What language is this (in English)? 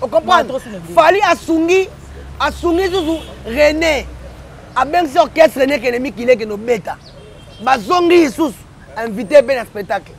Lingala